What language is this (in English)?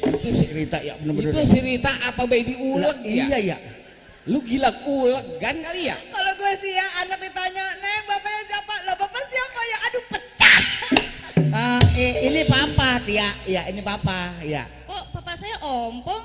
Betawi